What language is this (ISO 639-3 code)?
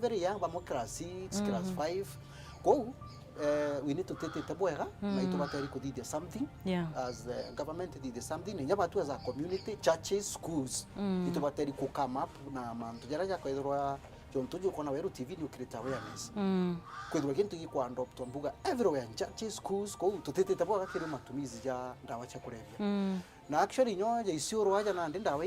mer